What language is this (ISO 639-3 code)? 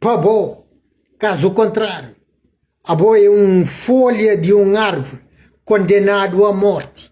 kea